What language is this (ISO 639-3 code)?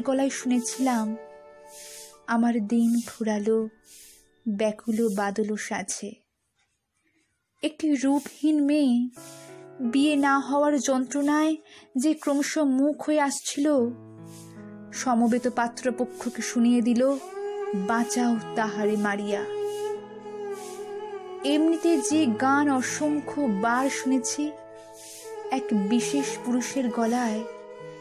ben